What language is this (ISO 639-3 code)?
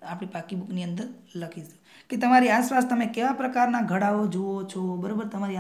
guj